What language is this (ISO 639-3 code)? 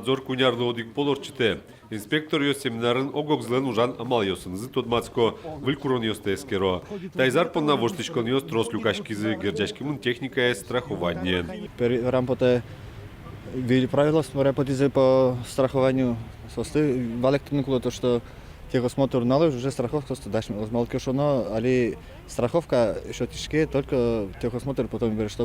udm